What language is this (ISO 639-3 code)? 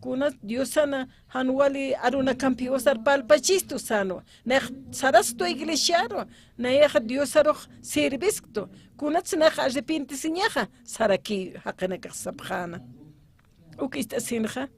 aym